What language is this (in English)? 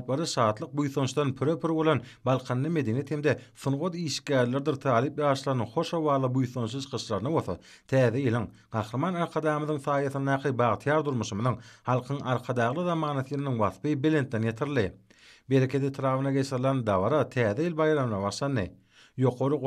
Turkmen